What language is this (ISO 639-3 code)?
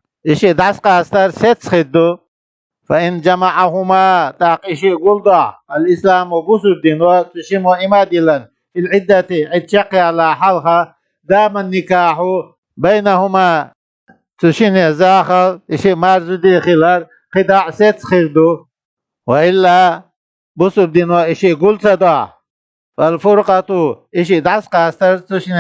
che